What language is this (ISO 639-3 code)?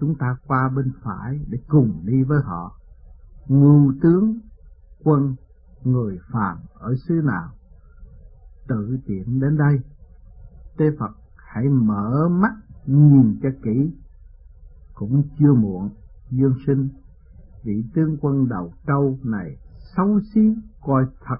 vie